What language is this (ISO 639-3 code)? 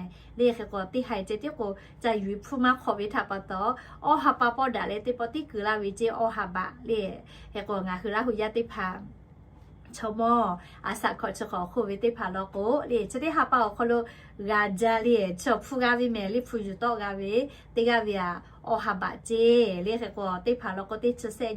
lhu